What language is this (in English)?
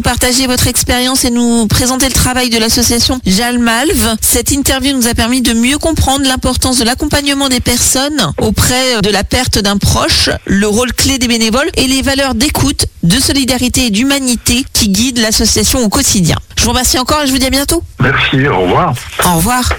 French